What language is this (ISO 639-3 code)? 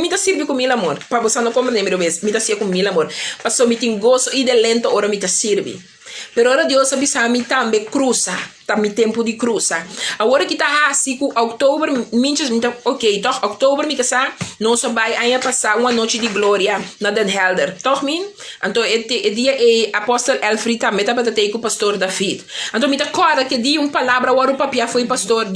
pap